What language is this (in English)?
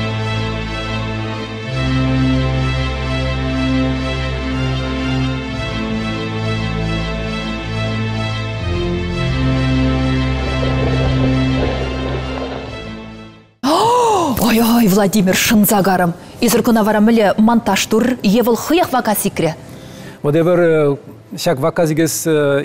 Chuvash